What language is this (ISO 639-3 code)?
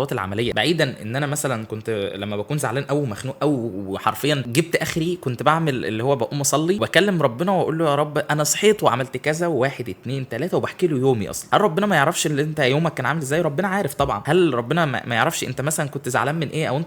arz